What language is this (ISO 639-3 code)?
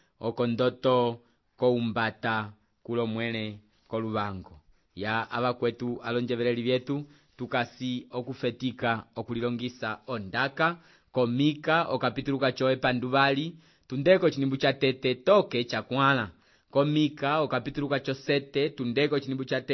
umb